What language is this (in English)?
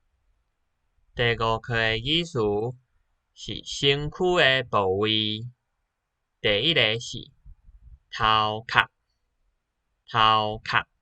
Min Nan Chinese